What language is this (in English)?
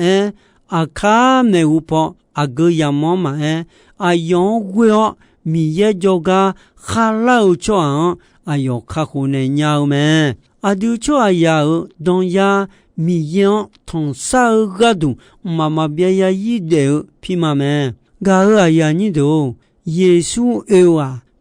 Akha